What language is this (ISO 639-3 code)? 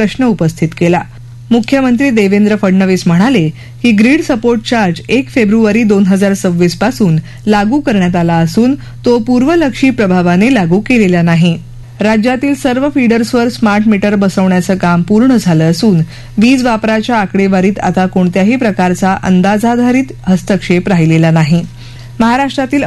mar